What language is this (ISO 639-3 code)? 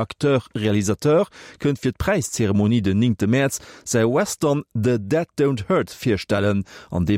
ltz